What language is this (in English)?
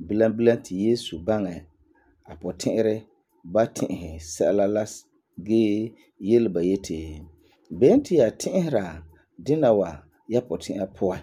Frafra